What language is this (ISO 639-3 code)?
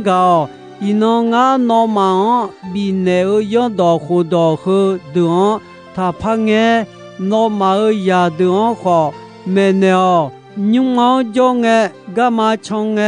ahk